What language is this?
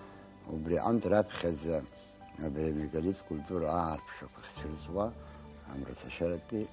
Abkhazian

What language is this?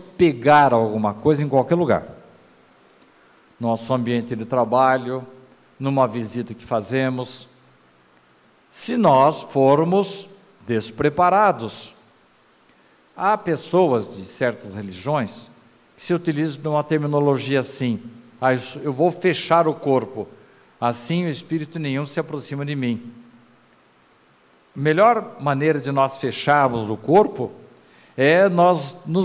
Portuguese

